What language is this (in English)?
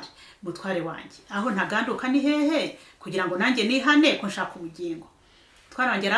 Kinyarwanda